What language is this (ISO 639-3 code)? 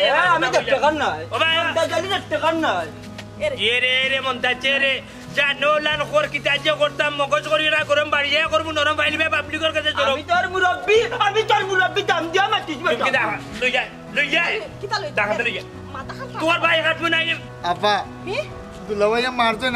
syl